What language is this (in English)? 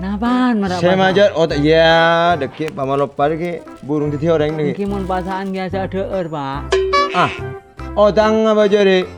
Madurese